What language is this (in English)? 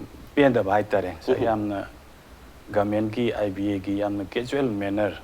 Manipuri